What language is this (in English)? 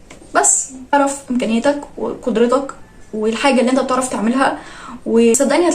Egyptian Arabic